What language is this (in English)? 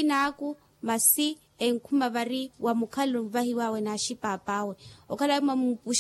Makhuwa